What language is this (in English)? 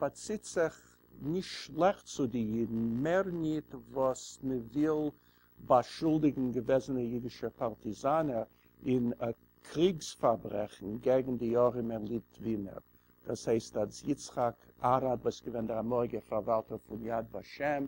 Yiddish